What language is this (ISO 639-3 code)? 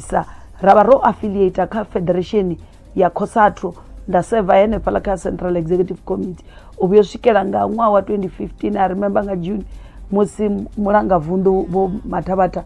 ven